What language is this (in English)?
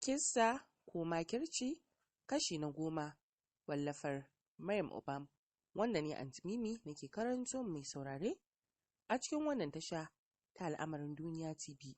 Hausa